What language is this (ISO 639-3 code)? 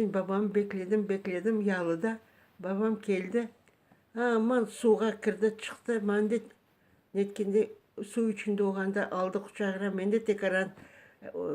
crh